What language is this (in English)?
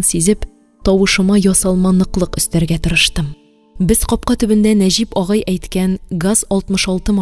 Tatar